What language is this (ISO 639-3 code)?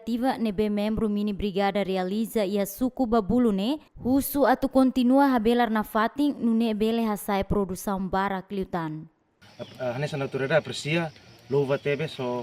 tet